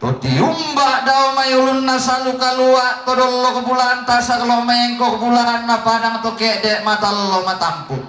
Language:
Toraja-Sa'dan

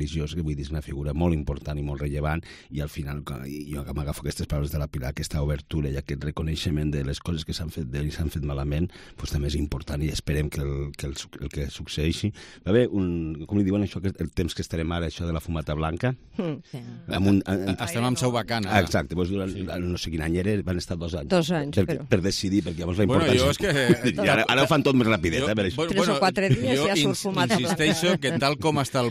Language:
Catalan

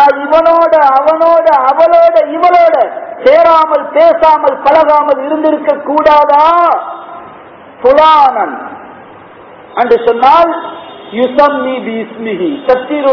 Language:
Tamil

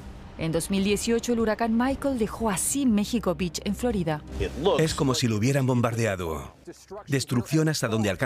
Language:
Spanish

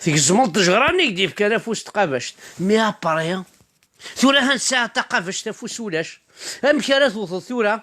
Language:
Kabyle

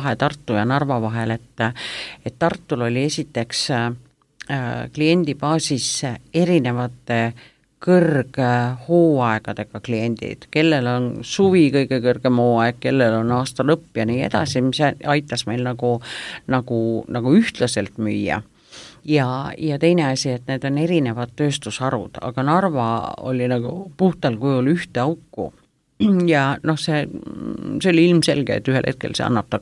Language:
Estonian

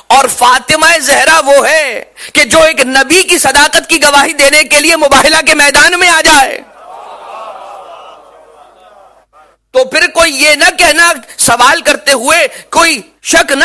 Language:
Urdu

